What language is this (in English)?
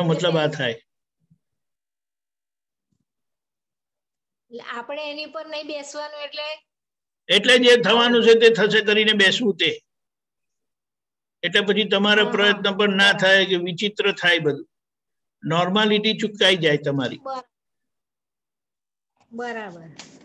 Gujarati